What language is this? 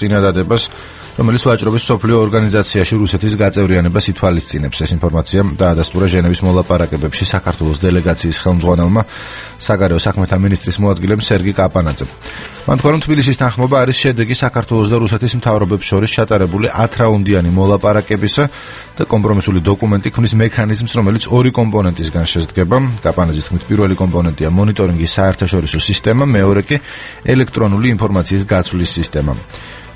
Georgian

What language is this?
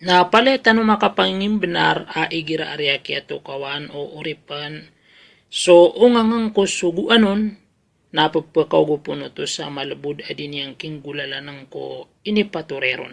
Maranao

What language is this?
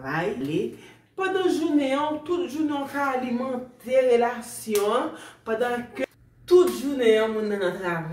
Haitian Creole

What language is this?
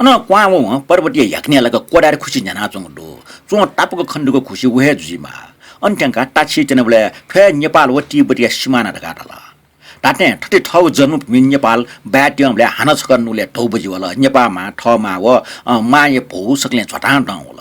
Newari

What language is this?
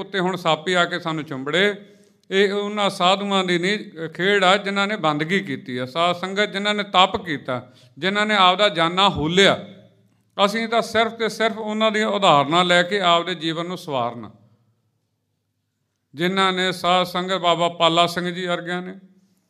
Punjabi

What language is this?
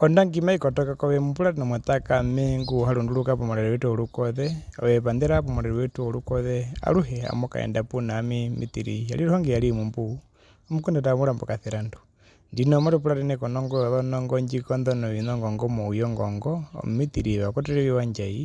Herero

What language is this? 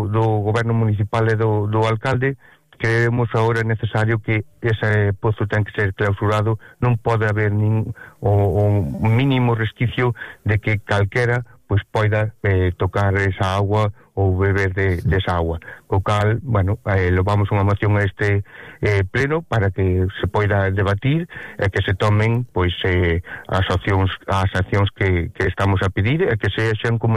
Galician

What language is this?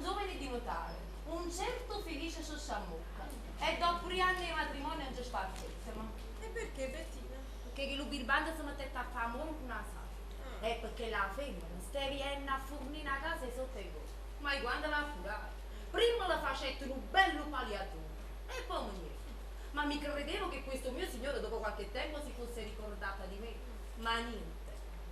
Neapolitan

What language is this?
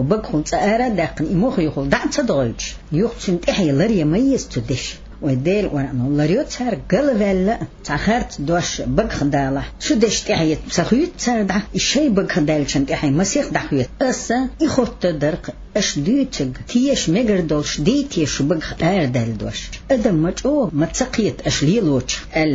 Chechen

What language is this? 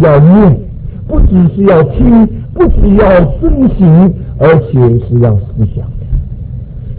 Chinese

